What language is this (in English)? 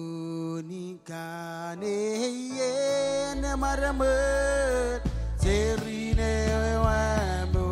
Marshallese